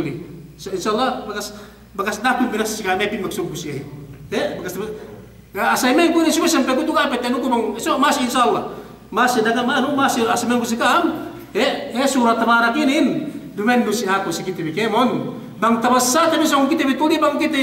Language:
Yakan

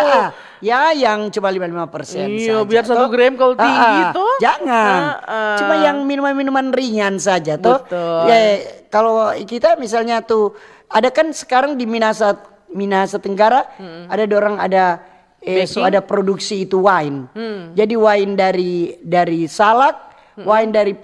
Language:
Manado Malay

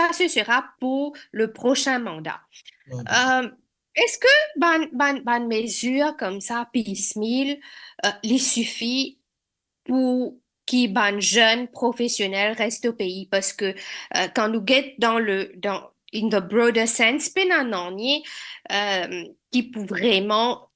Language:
Morisyen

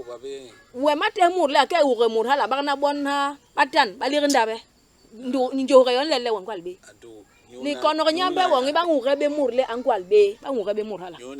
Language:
Basaa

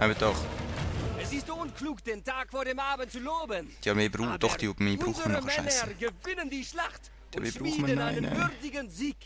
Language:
Swiss German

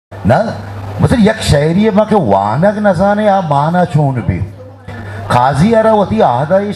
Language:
Eastern Balochi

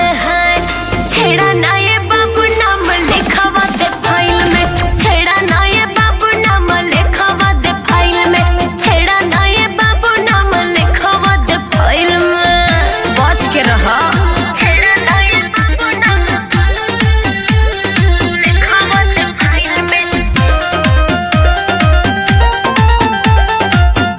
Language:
Bhojpuri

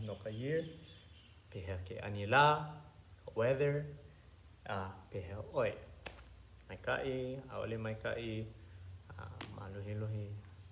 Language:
Hawaiian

